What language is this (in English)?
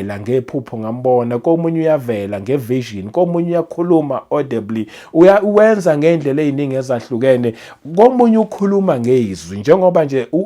Zulu